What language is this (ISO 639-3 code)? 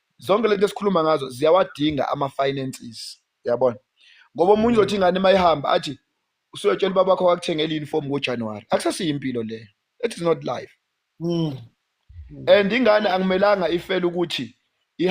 zul